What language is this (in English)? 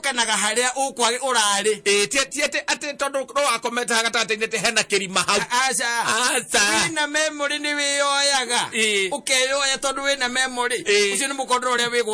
Kikuyu